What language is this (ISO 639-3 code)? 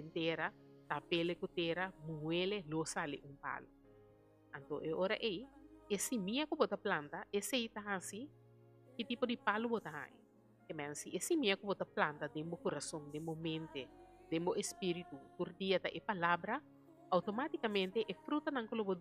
pap